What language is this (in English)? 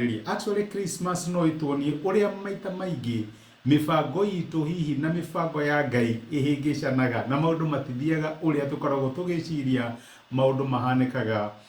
Kikuyu